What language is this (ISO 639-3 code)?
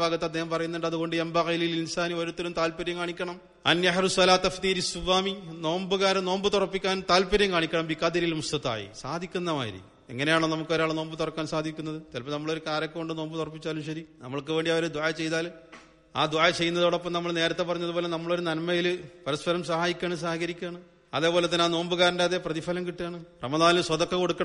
mal